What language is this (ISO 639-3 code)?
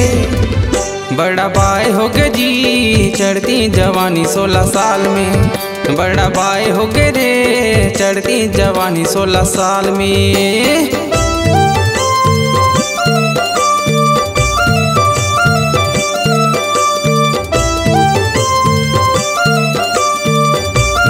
hne